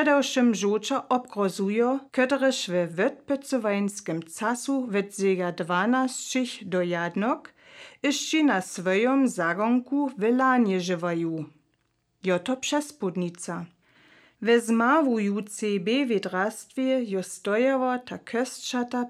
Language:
Lower Sorbian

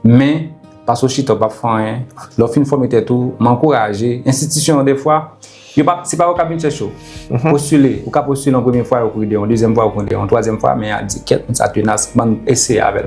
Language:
Haitian Creole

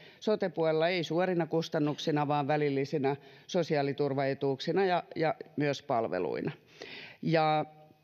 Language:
Finnish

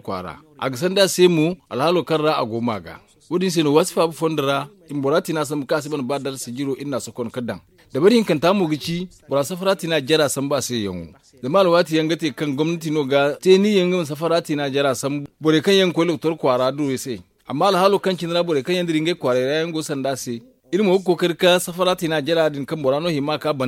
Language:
Zarma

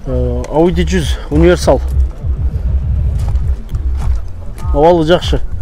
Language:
Kyrgyz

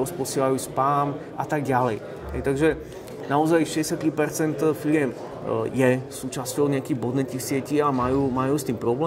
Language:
Slovak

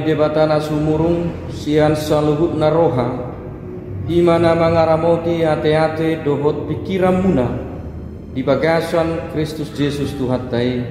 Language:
Batak Toba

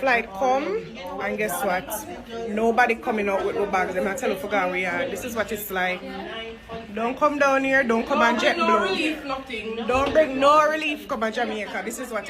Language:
Jamaican Creole English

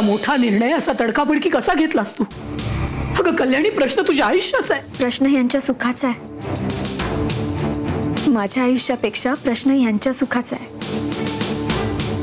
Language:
Marathi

